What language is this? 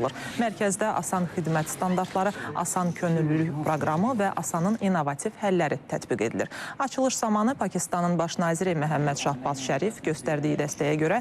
Azerbaijani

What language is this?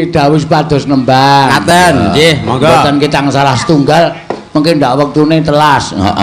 Javanese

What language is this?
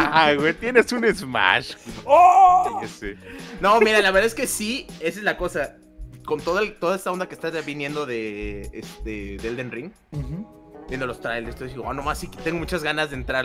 Spanish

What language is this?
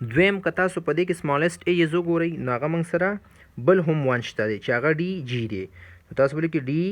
Pashto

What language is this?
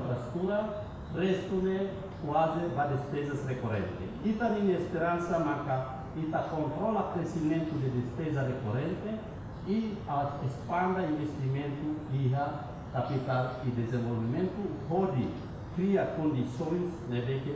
Tetum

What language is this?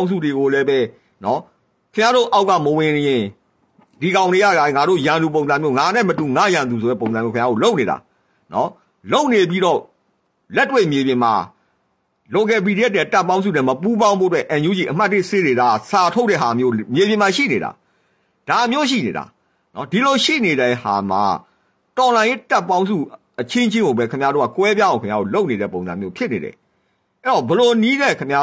Burmese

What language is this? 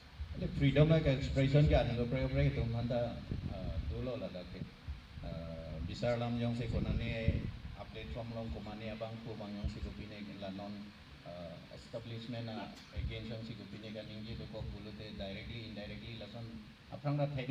Karbi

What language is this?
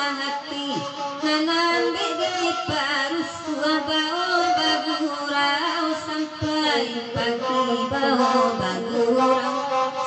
Minangkabau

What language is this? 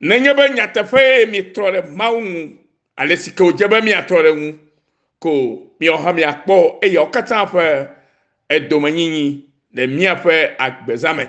Ewe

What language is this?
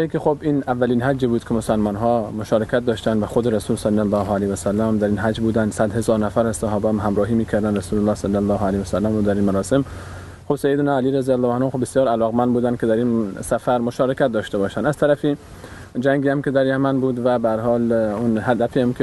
Persian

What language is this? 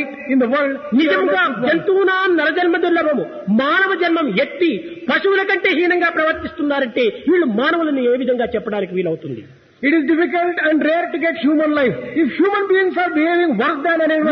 Telugu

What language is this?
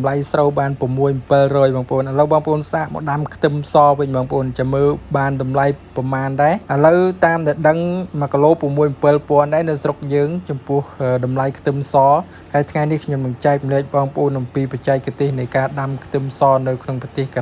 Khmer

